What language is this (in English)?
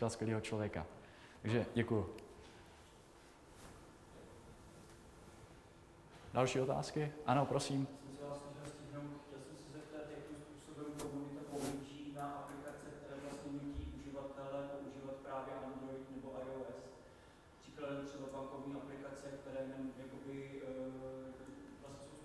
Czech